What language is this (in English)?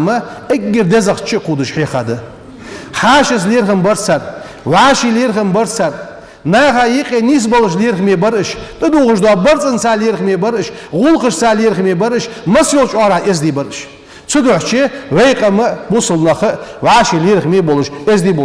Ingush